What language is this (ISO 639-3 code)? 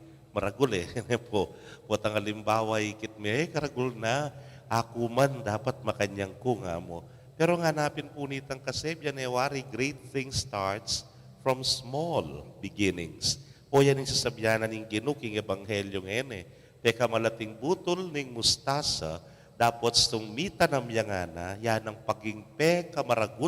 pam